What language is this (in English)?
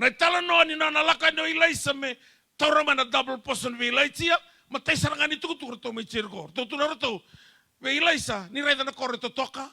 Fijian